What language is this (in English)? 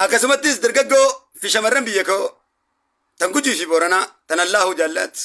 Oromo